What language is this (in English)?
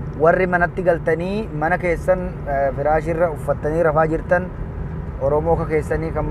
Oromo